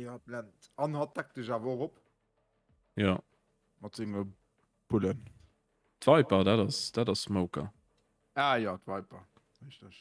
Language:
Luxembourgish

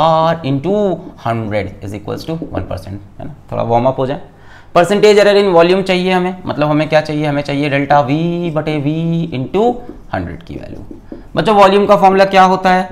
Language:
Hindi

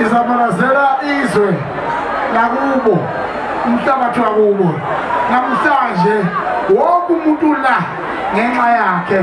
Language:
Zulu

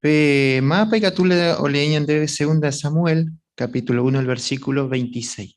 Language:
Guarani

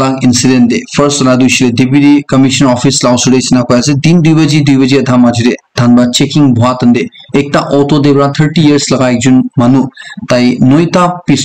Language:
Naga Pidgin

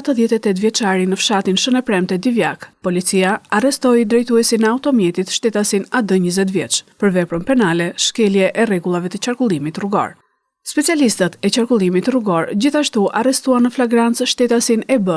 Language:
Albanian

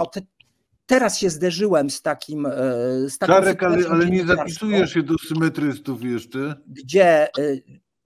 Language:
Polish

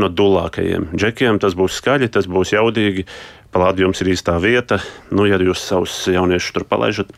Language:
Latvian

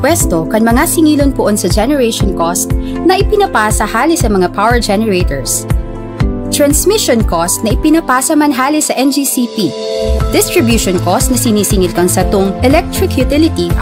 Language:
Bikol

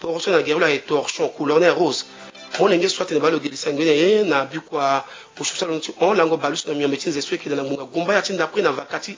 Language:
Sango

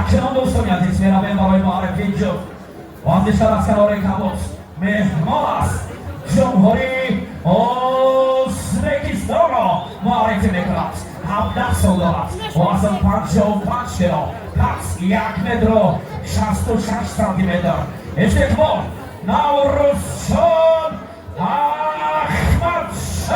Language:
Tajik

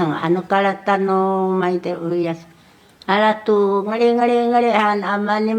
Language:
Sakizaya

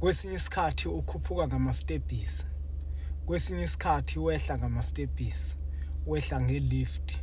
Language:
Zulu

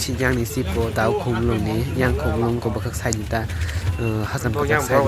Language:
Kok Borok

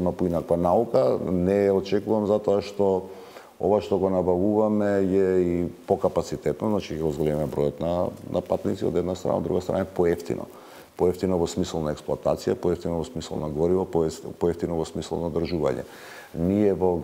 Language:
Macedonian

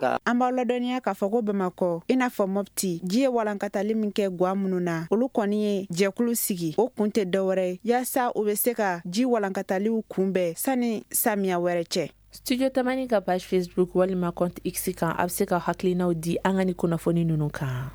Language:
Bambara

